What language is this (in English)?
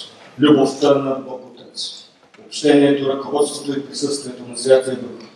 Bulgarian